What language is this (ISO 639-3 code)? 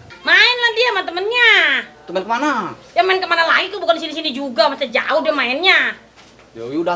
bew